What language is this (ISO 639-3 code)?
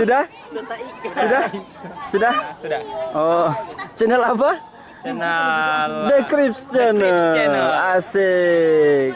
xmm